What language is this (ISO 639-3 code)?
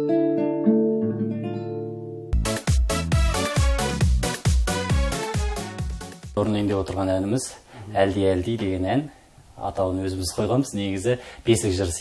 kaz